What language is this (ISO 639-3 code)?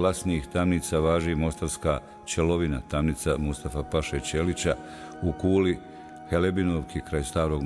bos